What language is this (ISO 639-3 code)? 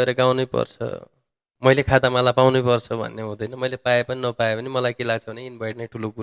nep